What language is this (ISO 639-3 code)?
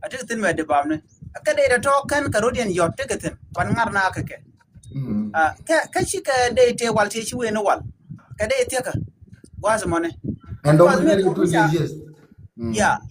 nus